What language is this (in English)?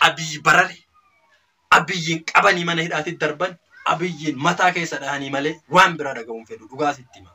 Oromo